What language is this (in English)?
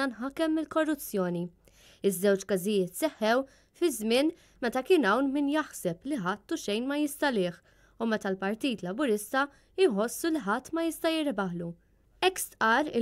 Maltese